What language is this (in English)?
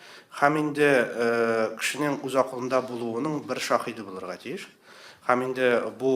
Tatar